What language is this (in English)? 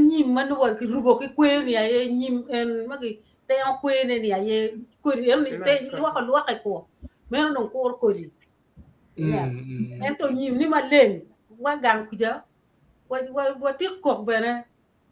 Acoli